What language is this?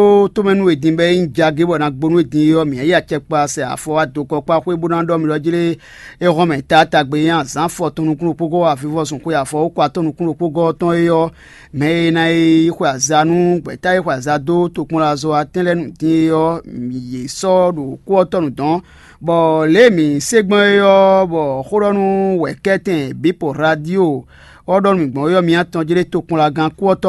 Fon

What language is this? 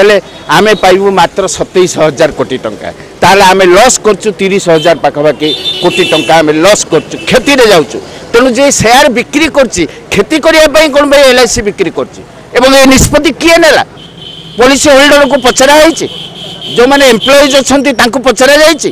Odia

